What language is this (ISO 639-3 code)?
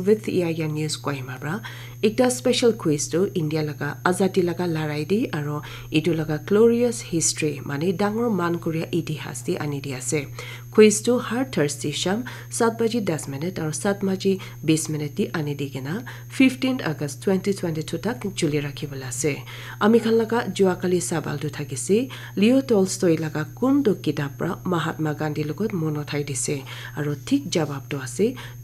nag